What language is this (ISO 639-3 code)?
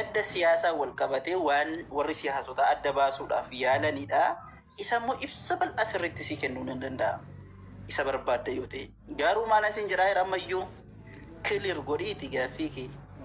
orm